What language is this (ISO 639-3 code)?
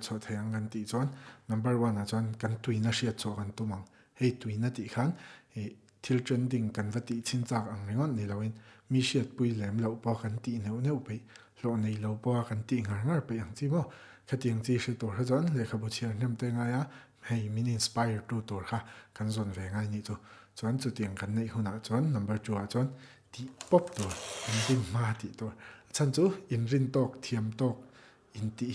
lus